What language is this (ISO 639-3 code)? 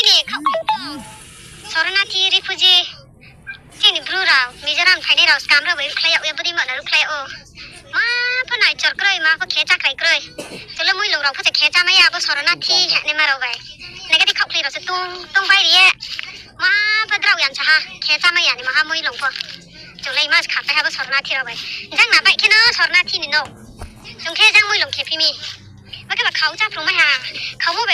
ria